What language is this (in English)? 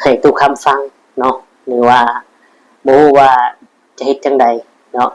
Lao